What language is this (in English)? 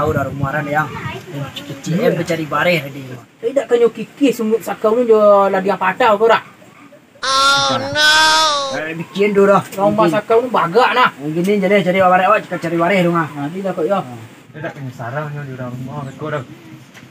Minangkabau